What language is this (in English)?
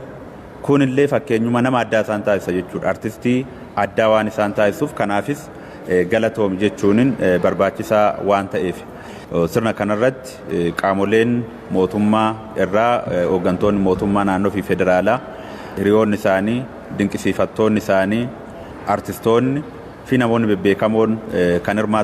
Oromo